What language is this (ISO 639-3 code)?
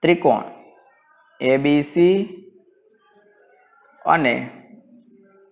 guj